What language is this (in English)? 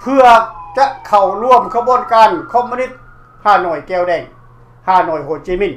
Lao